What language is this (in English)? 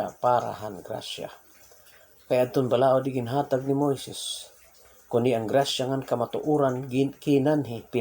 Waray